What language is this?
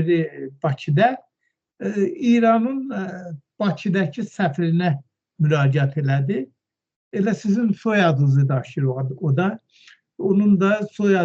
Azerbaijani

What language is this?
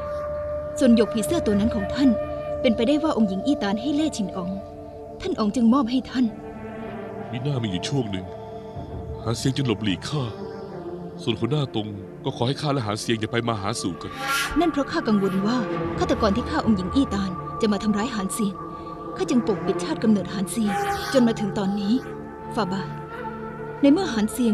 Thai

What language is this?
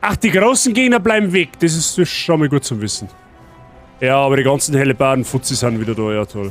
Bavarian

